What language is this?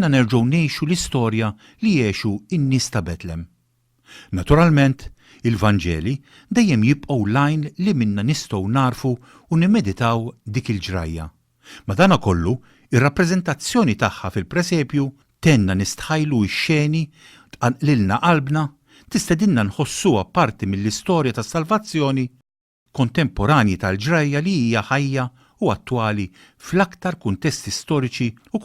Maltese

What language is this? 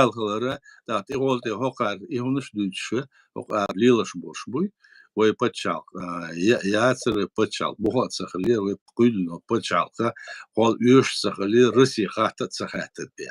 Chechen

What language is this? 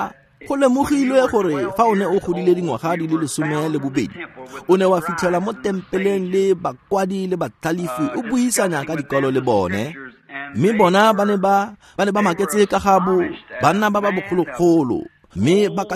Tswana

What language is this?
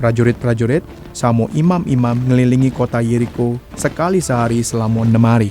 Musi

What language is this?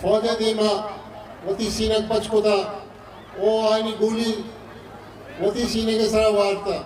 Eastern Balochi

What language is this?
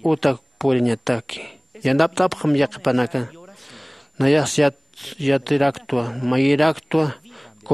Aymara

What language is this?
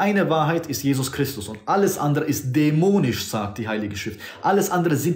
German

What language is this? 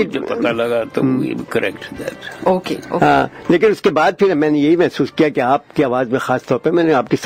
Urdu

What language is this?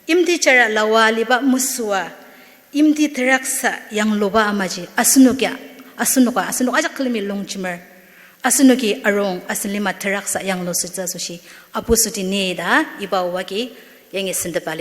Ao Naga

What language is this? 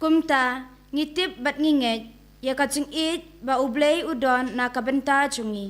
Khasi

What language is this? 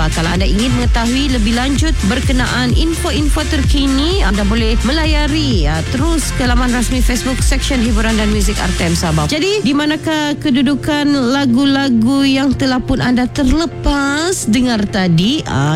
Malay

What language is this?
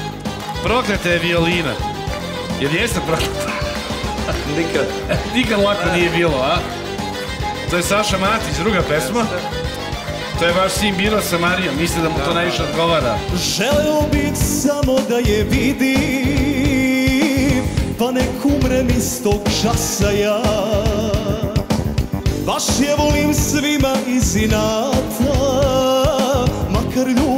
Serbian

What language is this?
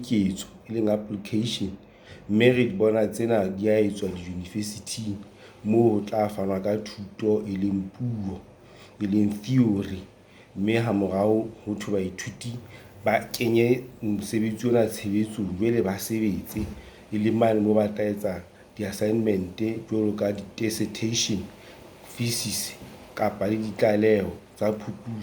Southern Sotho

